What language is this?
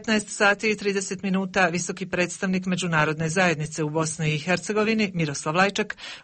Serbian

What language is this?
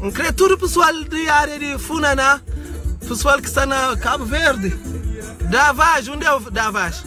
Kabuverdianu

